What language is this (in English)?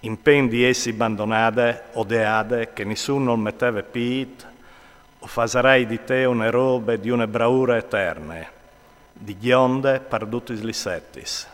Friulian